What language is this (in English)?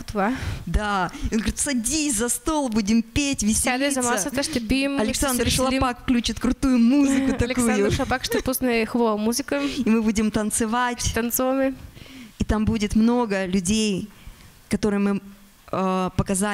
Russian